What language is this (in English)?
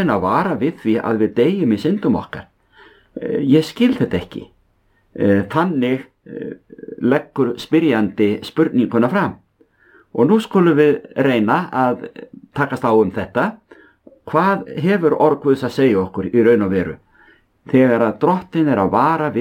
Icelandic